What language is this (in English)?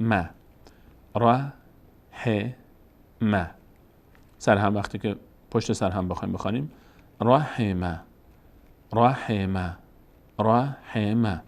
Persian